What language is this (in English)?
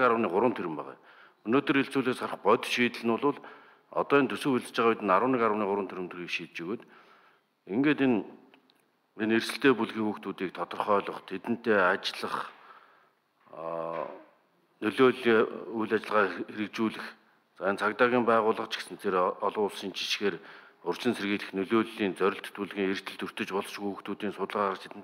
Mongolian